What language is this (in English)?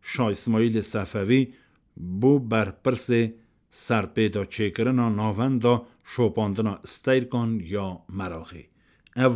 Kurdish